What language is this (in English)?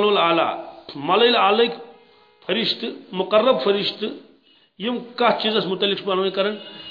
Kashmiri